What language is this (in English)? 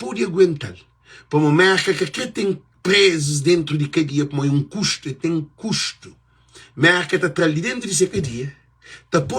Kabuverdianu